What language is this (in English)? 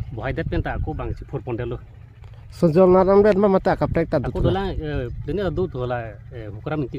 Karbi